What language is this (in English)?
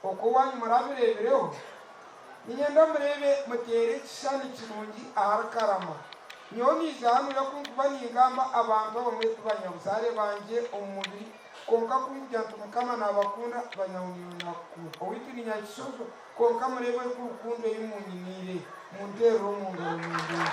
Nyankole